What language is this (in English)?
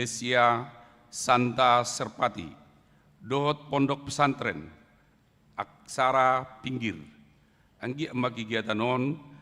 Batak Toba